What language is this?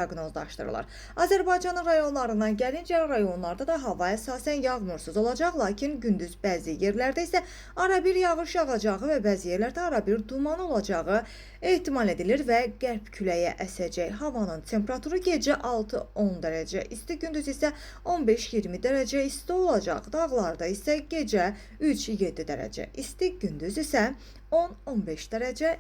Azerbaijani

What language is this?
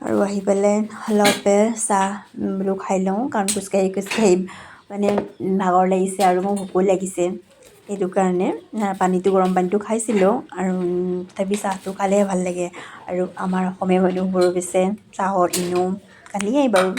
Assamese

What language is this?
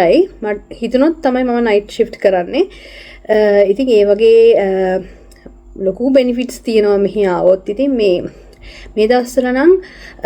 Sinhala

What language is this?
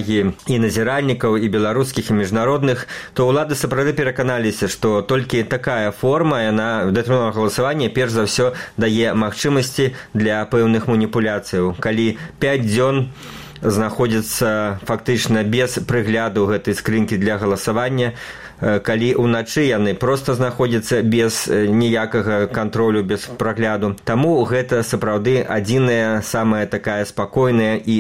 Belarusian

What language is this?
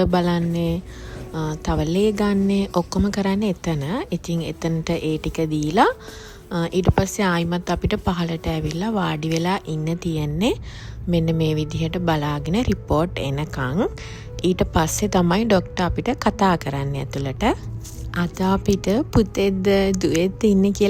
Sinhala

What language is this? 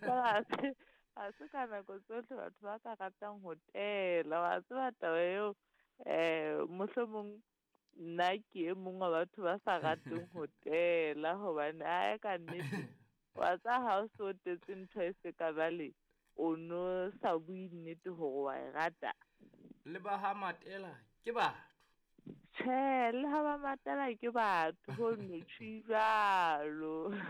Southern Sotho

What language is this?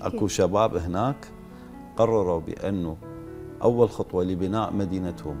Mesopotamian Arabic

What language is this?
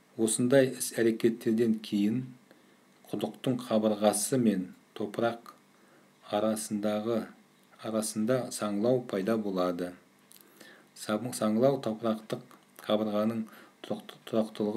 Kazakh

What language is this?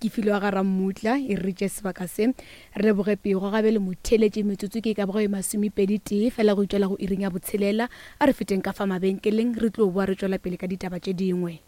Northern Sotho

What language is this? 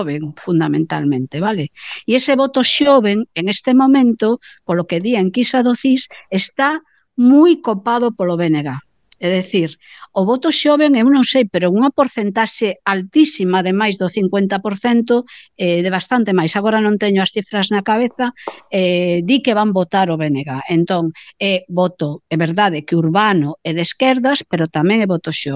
Galician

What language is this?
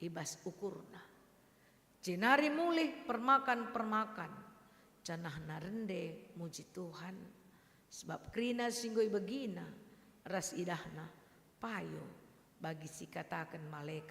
Batak Karo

